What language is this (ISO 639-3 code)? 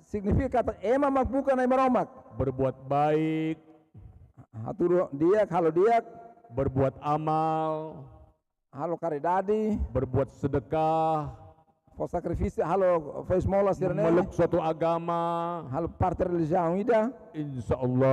tet